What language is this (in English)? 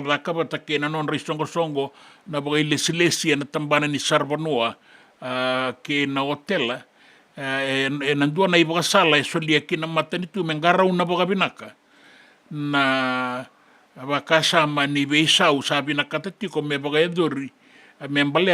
Fijian